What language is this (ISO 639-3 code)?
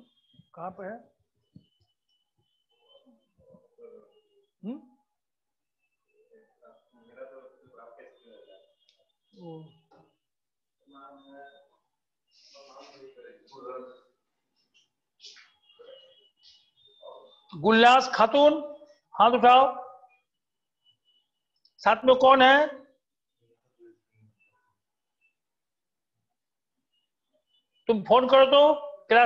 hin